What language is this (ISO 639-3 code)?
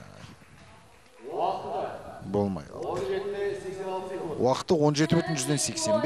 kaz